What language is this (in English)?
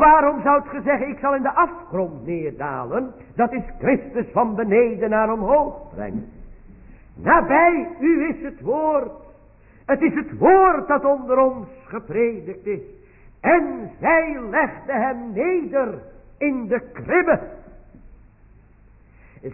Dutch